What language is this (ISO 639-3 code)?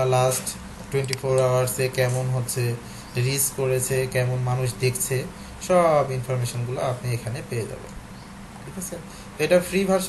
ben